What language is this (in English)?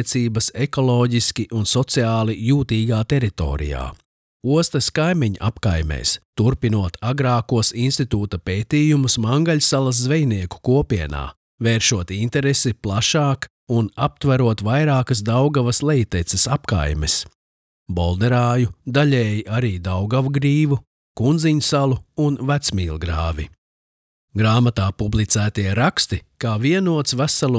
Latvian